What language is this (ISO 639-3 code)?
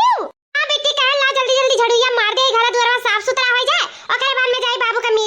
awa